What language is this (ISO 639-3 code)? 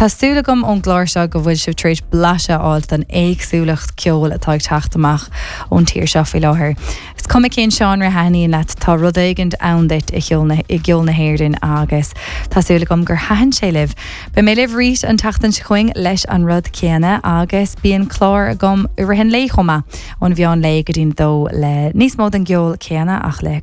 gle